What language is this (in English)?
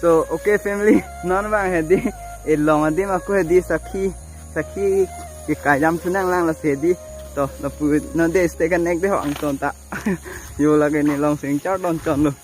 Karbi